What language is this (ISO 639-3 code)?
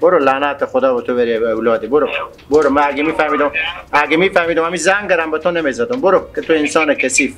fas